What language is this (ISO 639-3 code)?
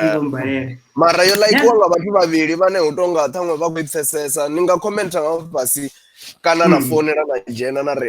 ven